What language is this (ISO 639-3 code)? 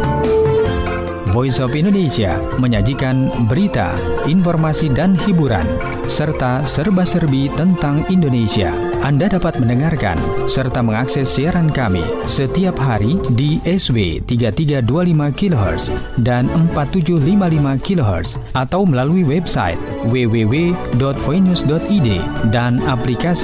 ind